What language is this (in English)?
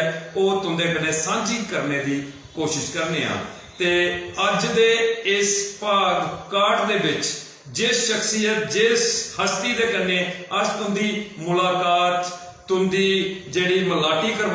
Dogri